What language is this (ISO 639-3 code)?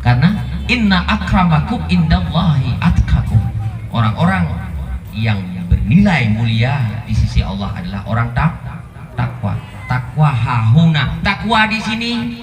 ace